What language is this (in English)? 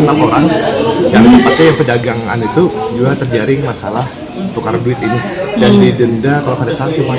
Banjar